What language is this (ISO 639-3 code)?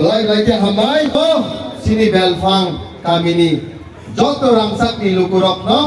trp